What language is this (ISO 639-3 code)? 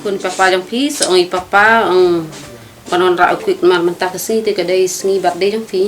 kha